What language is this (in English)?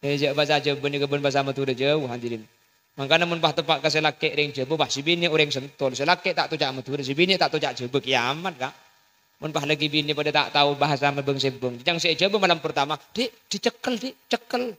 Madurese